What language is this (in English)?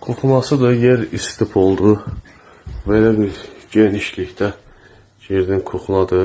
Azerbaijani